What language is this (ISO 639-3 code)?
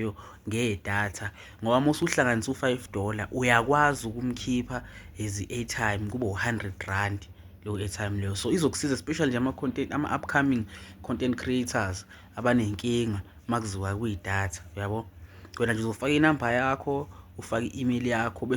zul